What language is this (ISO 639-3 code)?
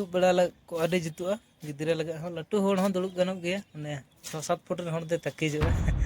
sat